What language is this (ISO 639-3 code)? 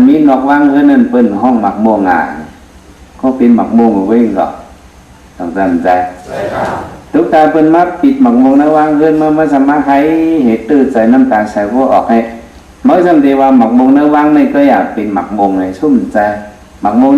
shn